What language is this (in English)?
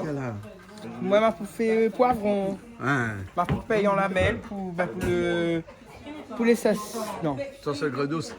Réunion Creole French